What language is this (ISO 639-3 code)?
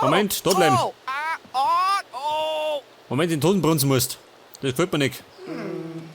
bar